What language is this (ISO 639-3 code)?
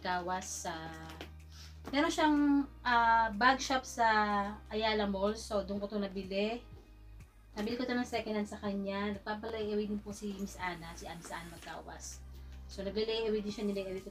fil